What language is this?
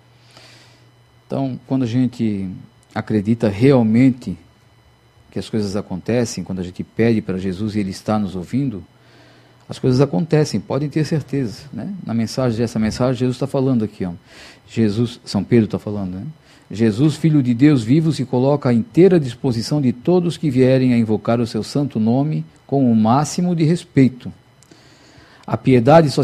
Portuguese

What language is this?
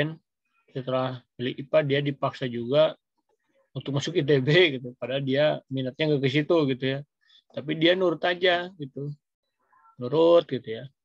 Indonesian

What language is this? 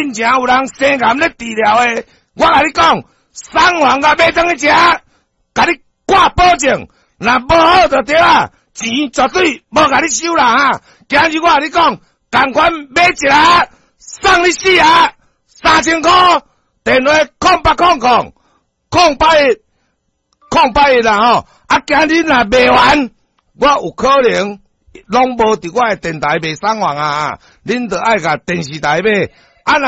Min Nan Chinese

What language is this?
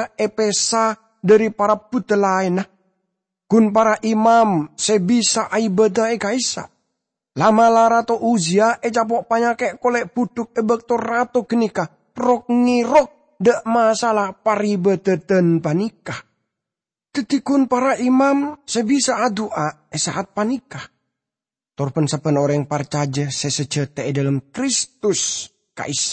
Madurese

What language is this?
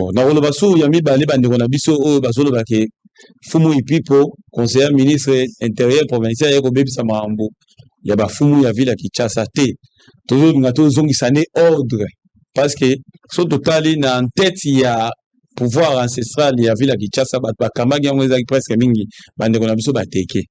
Lingala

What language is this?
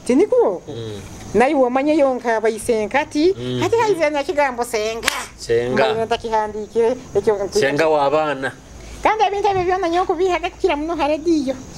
Nyoro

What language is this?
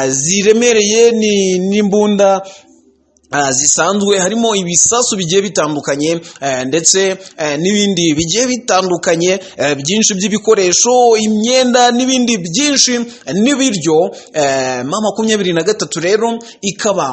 Kinyarwanda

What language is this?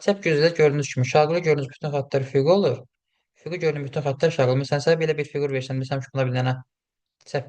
Azerbaijani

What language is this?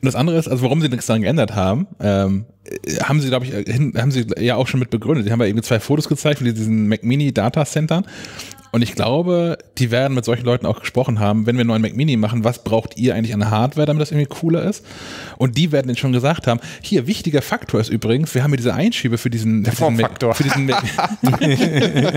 German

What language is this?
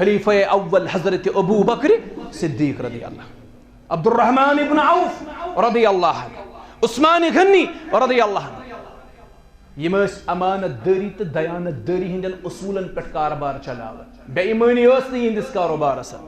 Kashmiri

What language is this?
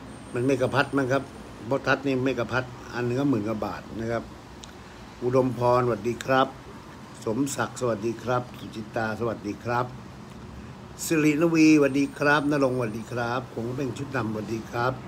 Thai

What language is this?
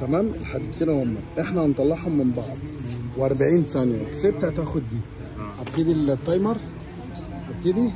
Egyptian Arabic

